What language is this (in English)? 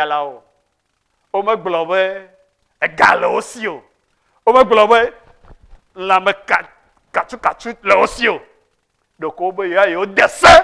Ewe